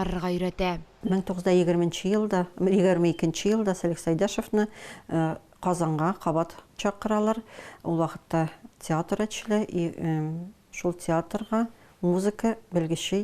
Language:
Tatar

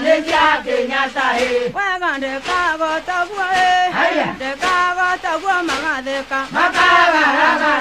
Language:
Kikuyu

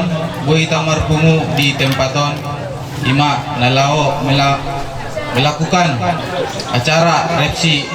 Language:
Batak Toba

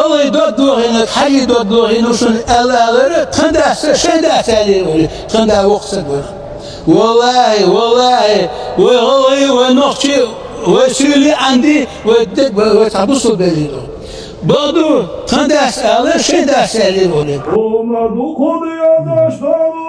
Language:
Ingush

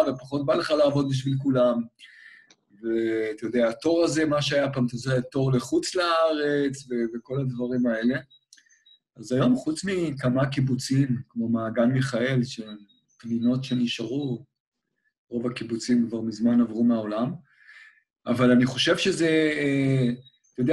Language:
Hebrew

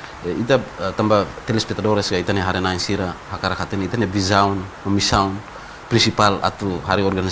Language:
Tetum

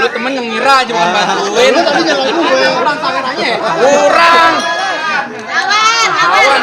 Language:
Betawi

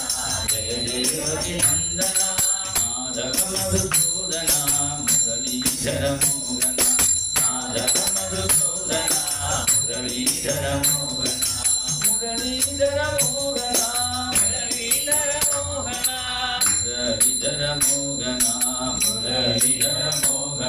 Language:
Malayalam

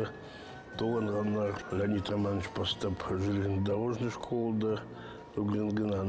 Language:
Khakas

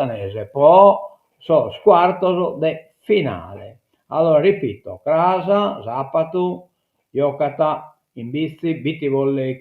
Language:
Sardinian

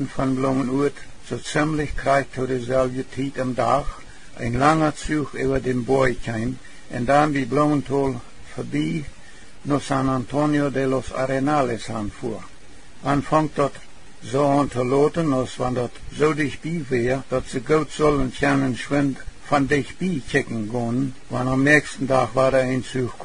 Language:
Plautdietsch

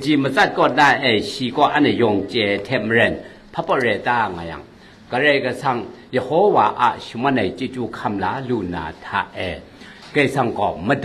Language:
Kachin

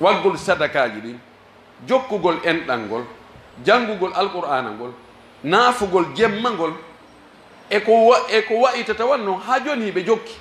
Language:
Pular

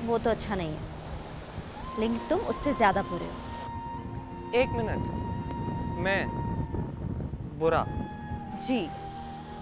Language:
Hindi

